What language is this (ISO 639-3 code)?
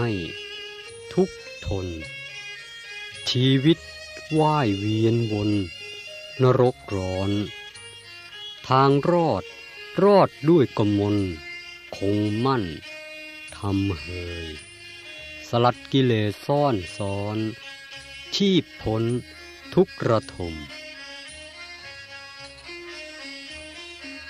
tha